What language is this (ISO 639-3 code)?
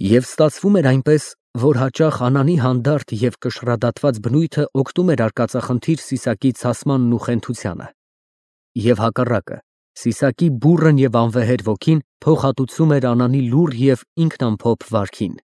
hye